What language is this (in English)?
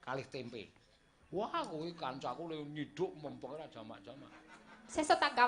Javanese